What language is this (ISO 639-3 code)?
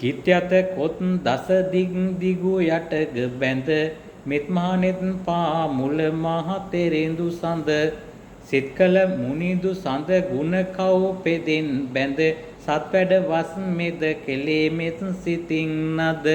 sin